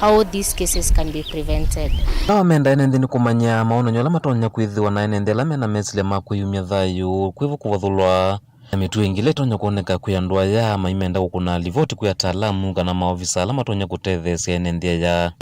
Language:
Kamba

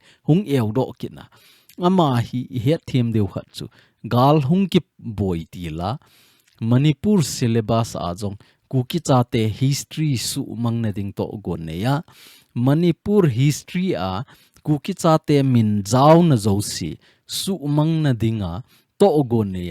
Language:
Thado Chin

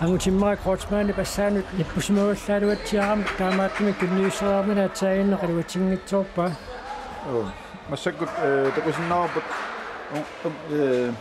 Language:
Kalaallisut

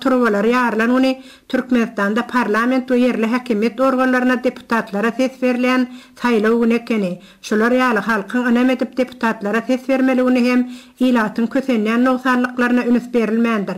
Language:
Turkmen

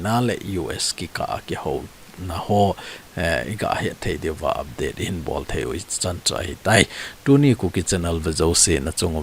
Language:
Thado Chin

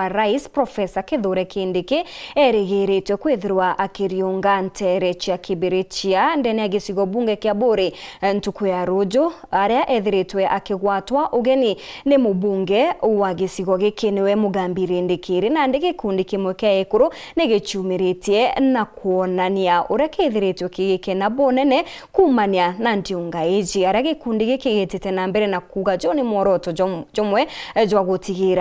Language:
Meru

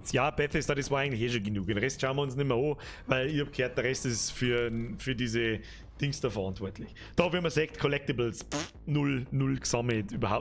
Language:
Bavarian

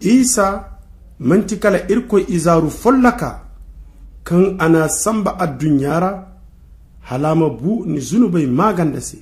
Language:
Zarma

